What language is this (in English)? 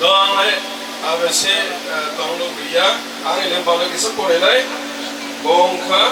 Kok Borok